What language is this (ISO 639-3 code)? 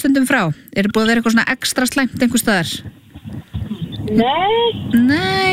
isl